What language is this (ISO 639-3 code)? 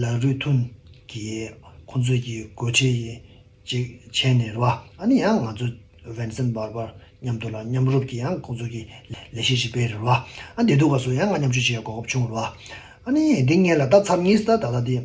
bod